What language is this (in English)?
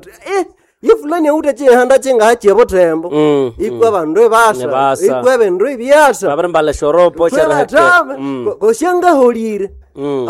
Nande